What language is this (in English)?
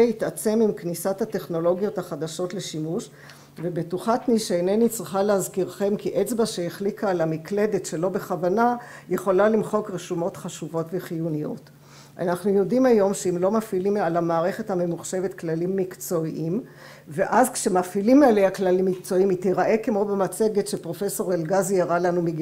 Hebrew